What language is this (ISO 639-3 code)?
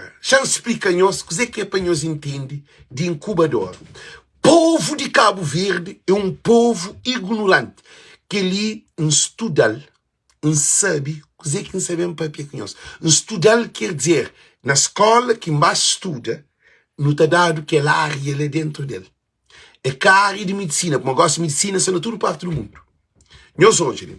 kea